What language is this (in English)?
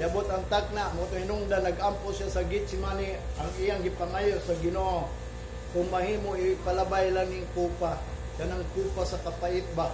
Cebuano